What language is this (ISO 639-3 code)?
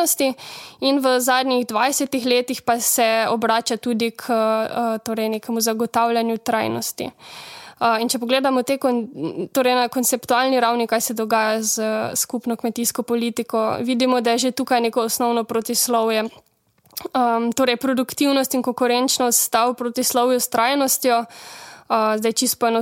slv